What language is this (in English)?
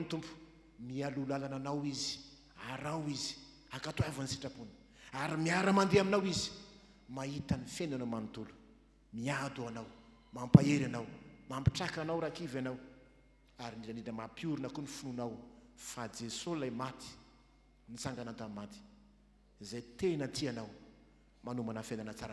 Malagasy